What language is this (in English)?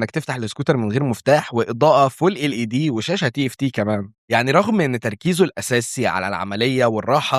Egyptian Arabic